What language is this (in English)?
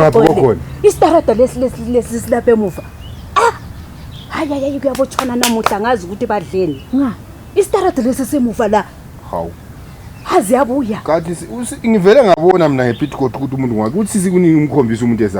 Zulu